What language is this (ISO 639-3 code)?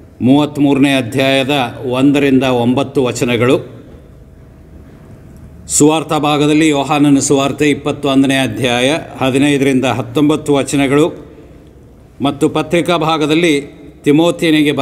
kan